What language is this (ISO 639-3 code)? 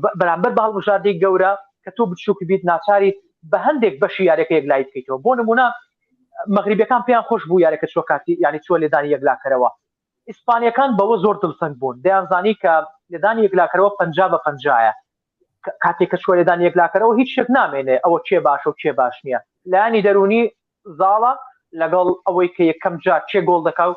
ckb